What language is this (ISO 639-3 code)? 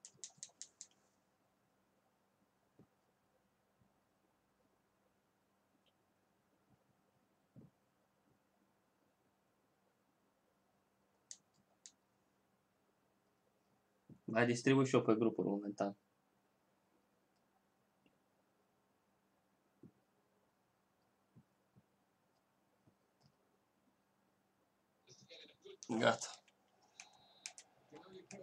ron